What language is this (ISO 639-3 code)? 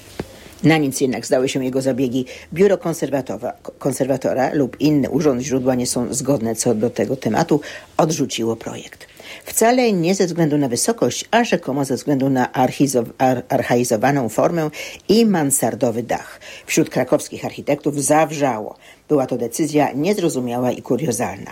pol